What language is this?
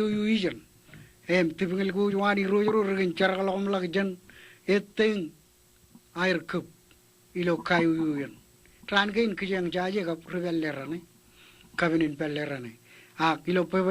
Marshallese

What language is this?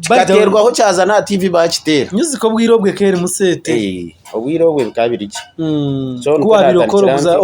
Nyankole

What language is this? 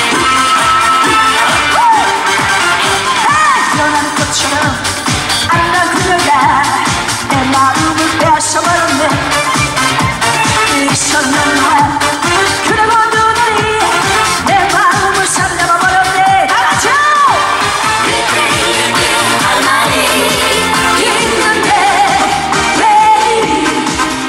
Korean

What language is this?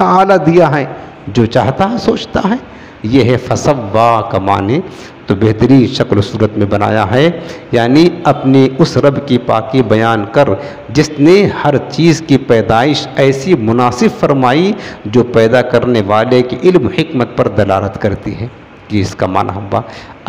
Urdu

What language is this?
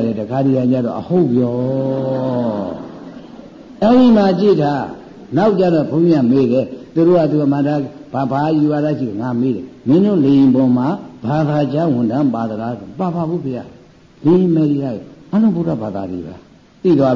Burmese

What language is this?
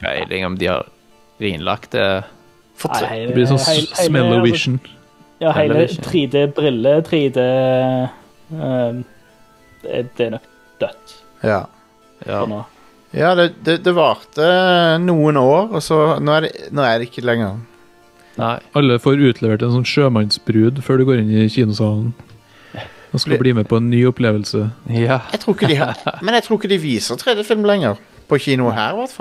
Norwegian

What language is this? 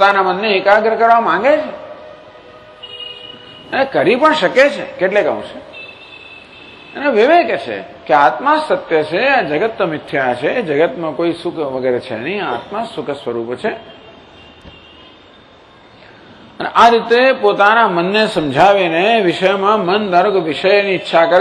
Gujarati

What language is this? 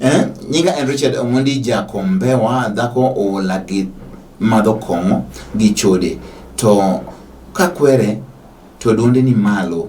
Luo (Kenya and Tanzania)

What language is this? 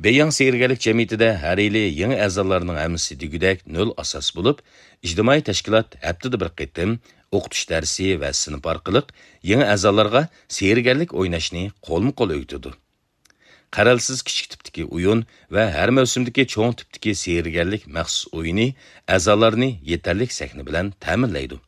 Uyghur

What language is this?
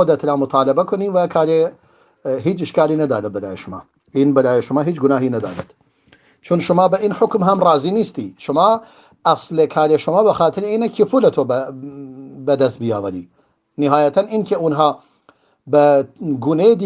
Persian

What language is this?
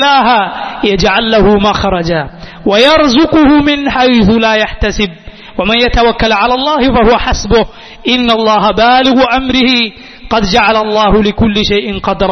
Malayalam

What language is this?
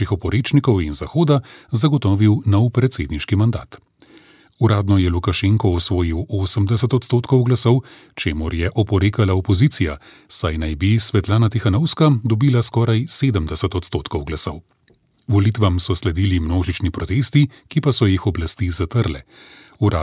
Slovenian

